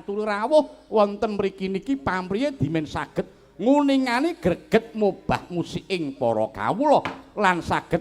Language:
Javanese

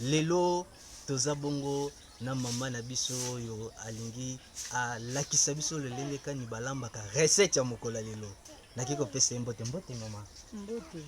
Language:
Lingala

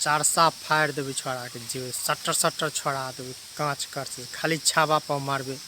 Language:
Maithili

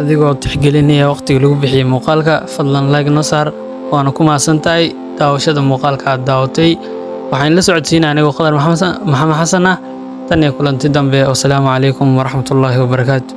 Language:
Somali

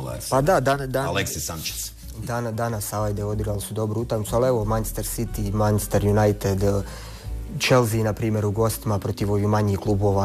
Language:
Bosnian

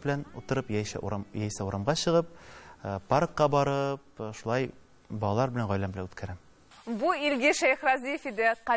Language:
Tatar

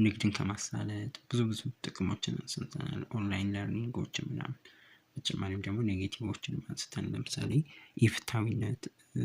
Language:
Amharic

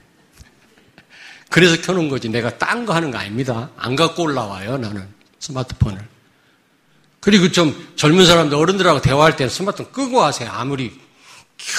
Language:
Korean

